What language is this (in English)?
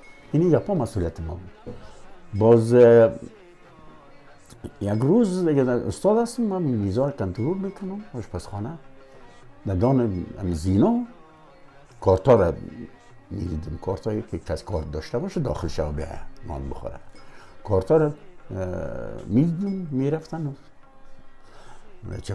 Persian